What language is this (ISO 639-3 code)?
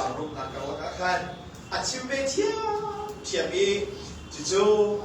cnh